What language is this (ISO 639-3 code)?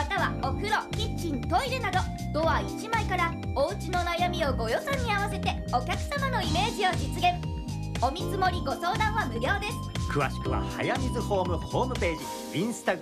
jpn